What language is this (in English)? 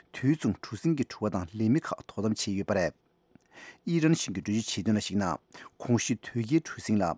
Tibetan